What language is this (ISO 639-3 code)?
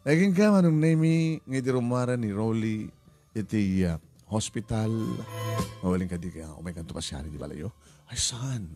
ilo